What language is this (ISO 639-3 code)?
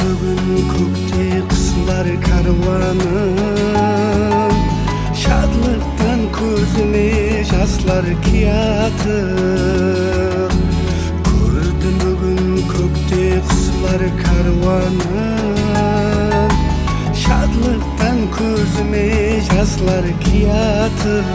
kaa